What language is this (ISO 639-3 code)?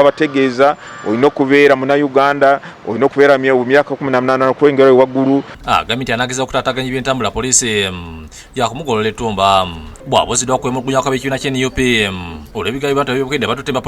lug